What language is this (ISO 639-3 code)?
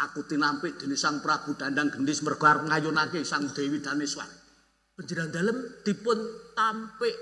jav